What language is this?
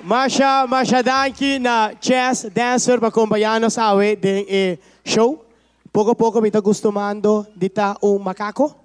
Papiamento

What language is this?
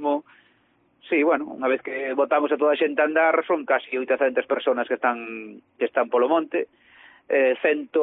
Galician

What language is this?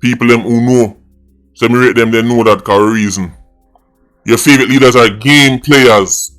Jamaican Creole English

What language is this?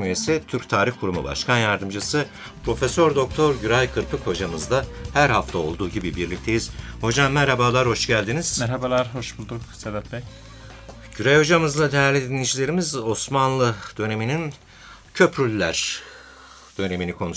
Turkish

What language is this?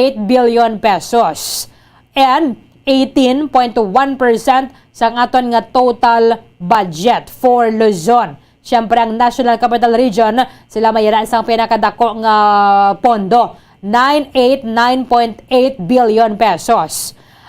Hiligaynon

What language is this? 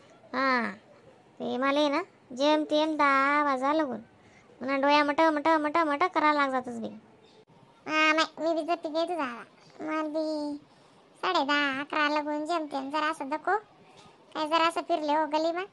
Khandesi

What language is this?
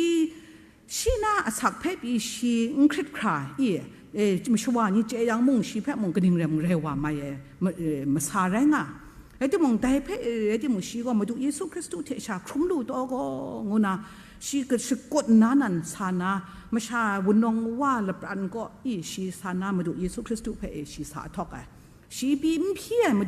Kachin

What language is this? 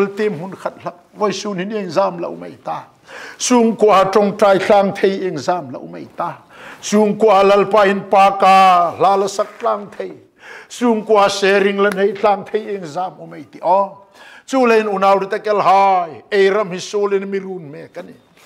Hmar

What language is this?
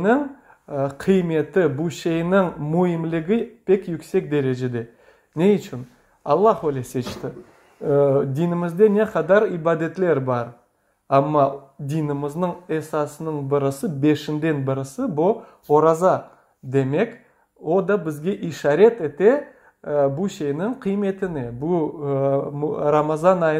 Crimean Tatar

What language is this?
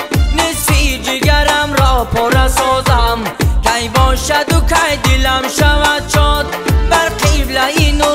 Persian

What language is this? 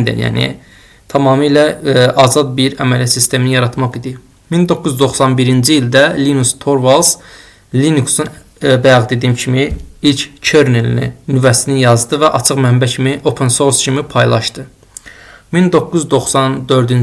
Azerbaijani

